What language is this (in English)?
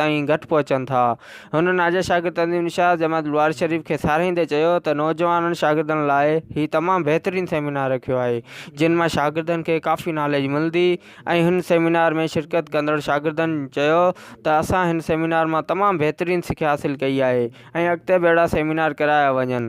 Sindhi